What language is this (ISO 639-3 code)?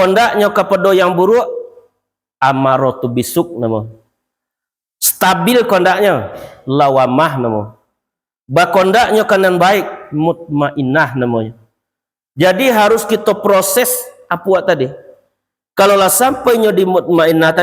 min